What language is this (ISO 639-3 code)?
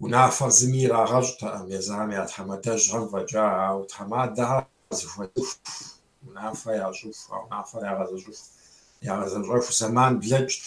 kbd